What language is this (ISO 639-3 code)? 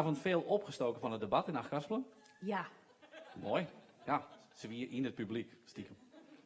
fry